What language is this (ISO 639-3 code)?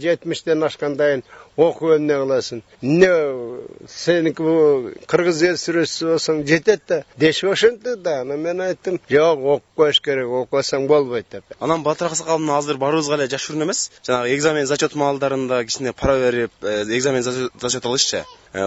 kir